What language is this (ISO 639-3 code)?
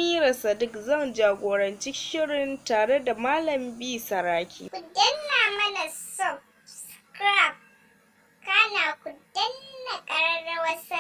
hau